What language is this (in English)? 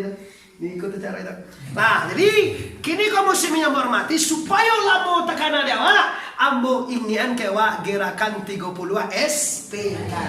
Minangkabau